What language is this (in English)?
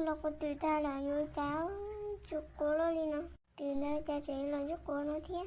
Hmong